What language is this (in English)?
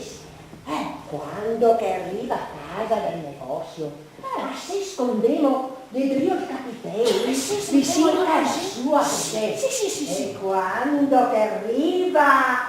Venetian